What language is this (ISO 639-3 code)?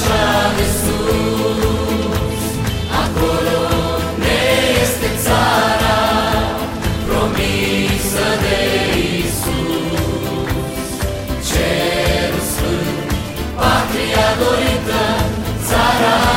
ron